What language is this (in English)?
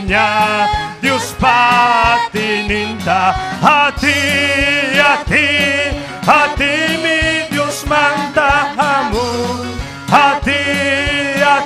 Ayacucho Quechua